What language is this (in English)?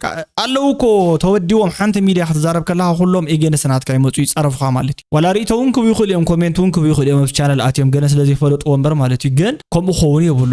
Tigrinya